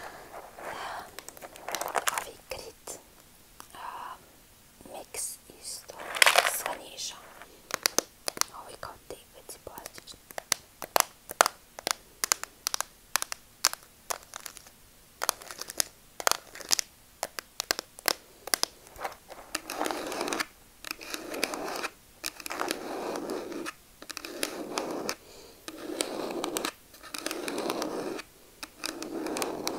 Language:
Serbian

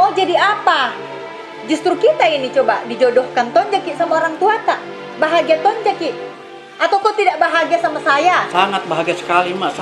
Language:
Makassar Malay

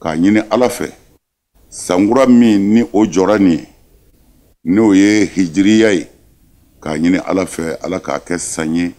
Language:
Bambara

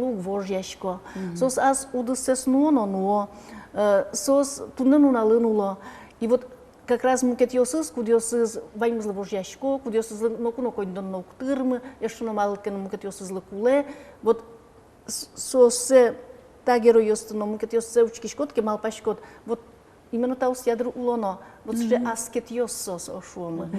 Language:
Udmurt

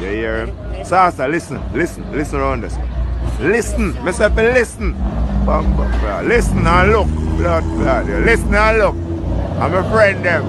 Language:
Jamaican Creole English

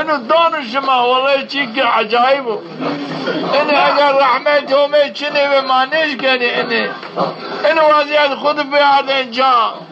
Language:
Zaza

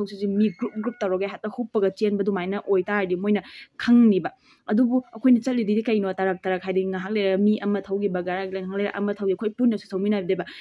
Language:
Manipuri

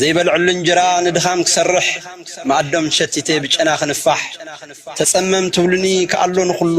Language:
Tigrinya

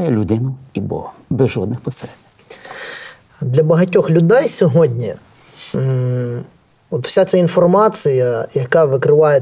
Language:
Ukrainian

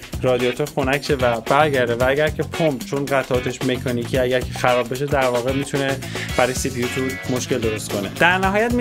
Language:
Persian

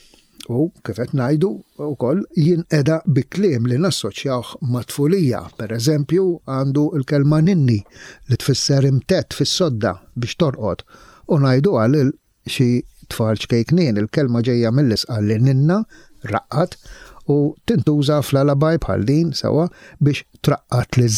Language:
Maltese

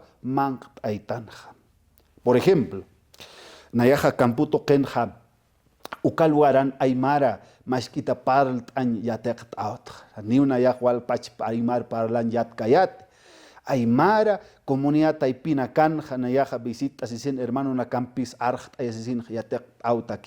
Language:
Aymara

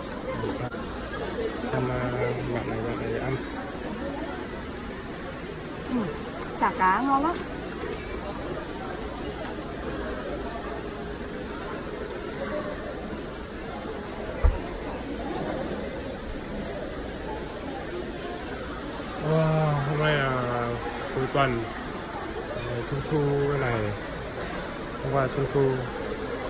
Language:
Vietnamese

